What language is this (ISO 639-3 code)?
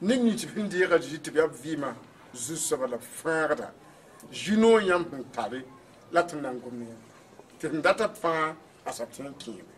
mos